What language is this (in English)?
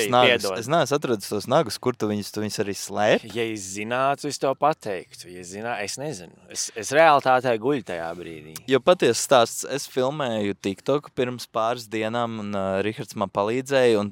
Latvian